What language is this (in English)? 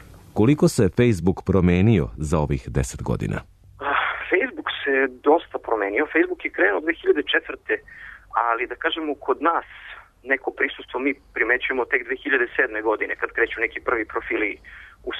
Serbian